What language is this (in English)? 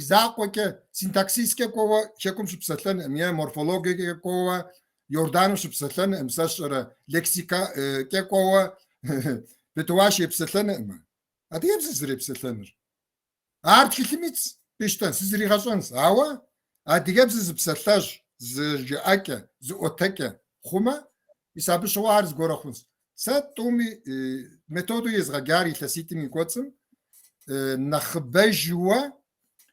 Kabardian